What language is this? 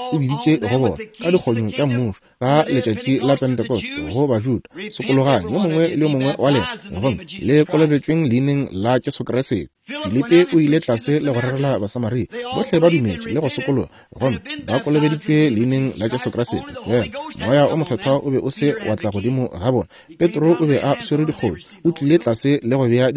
Northern Sotho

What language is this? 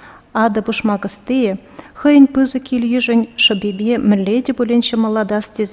Chuvash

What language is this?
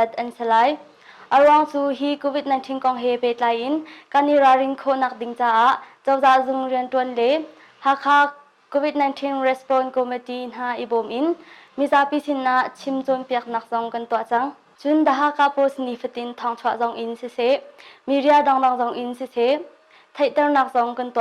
Hakha Chin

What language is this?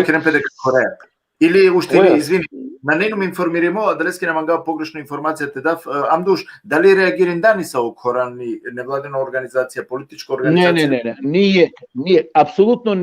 Balkan Romani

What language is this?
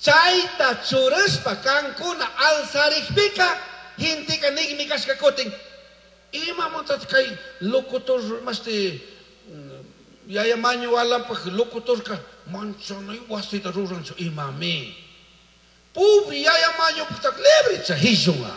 Chimborazo Highland Quichua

